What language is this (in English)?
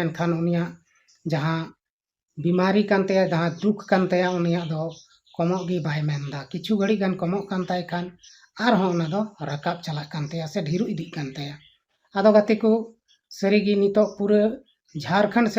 Santali